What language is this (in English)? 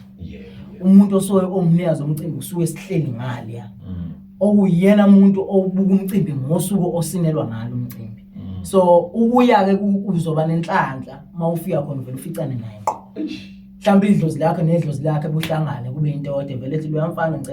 Zulu